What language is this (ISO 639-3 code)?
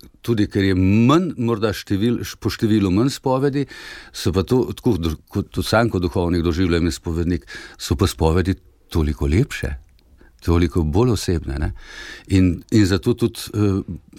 slv